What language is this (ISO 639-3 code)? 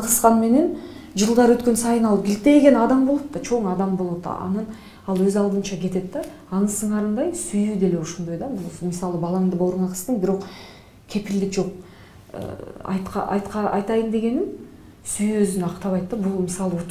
kir